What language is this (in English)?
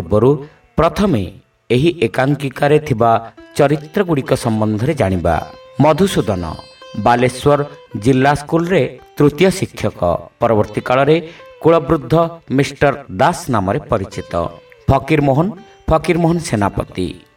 Odia